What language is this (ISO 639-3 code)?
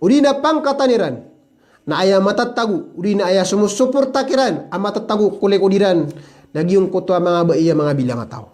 mrw